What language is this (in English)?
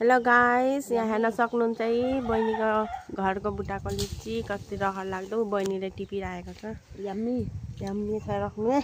Nepali